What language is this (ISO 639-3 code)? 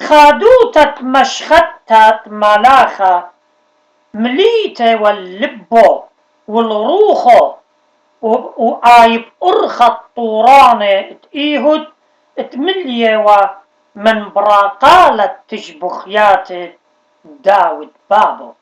aii